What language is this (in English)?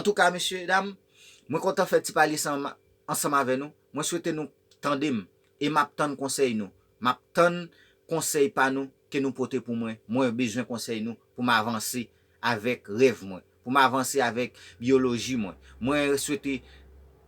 Haitian Creole